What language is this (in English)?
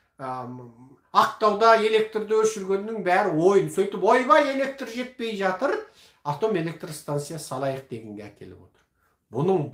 Kazakh